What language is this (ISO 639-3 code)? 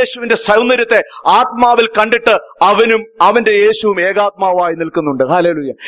mal